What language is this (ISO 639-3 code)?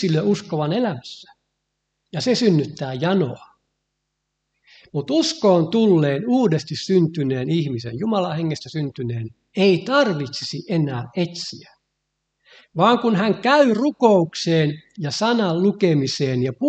fin